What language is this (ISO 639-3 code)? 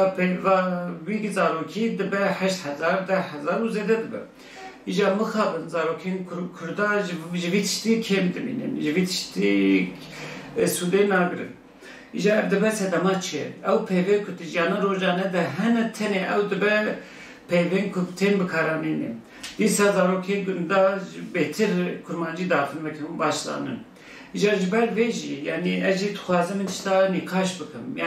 kur